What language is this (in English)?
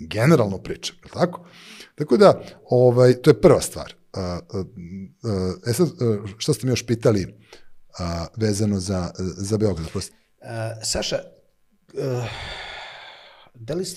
Serbian